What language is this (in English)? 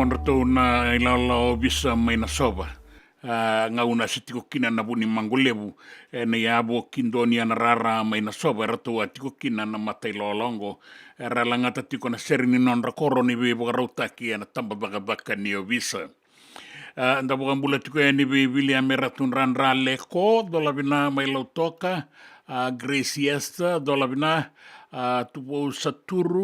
Fijian